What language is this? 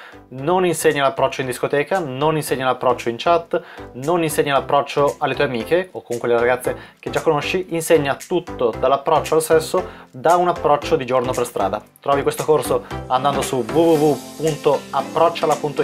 Italian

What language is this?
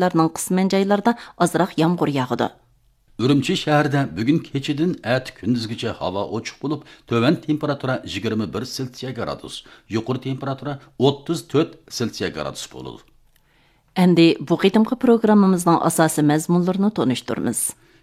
Uyghur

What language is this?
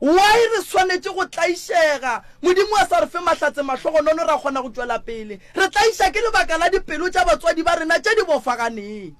Northern Sotho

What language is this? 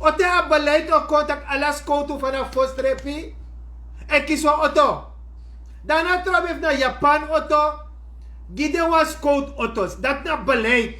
Sranan Tongo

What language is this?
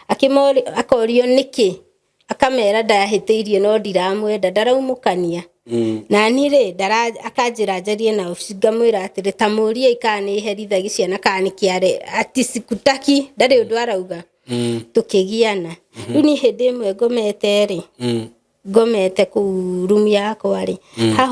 Kikuyu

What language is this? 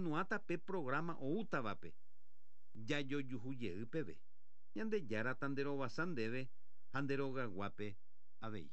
Guarani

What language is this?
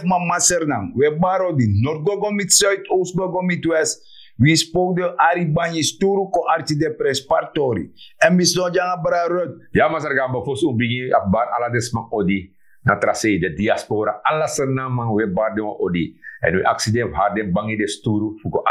Sranan Tongo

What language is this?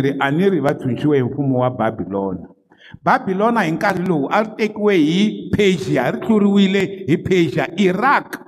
Tsonga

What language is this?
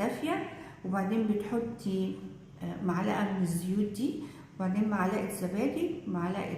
Egyptian Arabic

